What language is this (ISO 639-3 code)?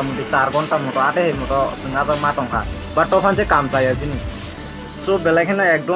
trp